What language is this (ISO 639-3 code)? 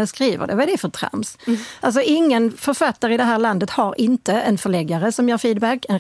swe